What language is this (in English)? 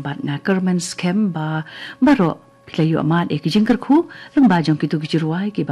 Khasi